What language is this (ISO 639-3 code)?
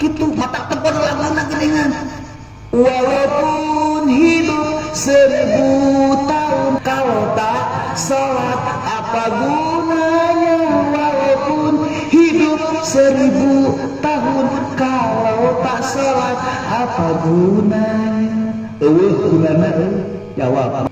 sun